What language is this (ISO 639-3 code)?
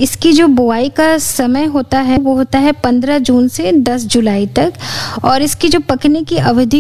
hin